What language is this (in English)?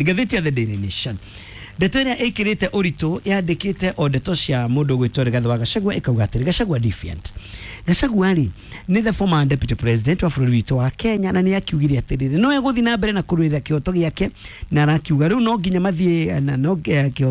Kikuyu